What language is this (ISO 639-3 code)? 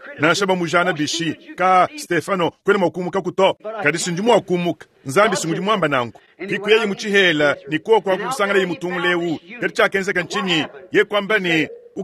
lua